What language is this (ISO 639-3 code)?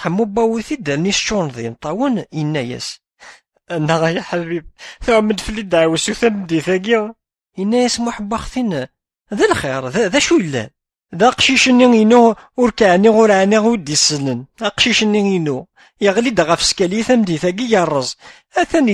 kab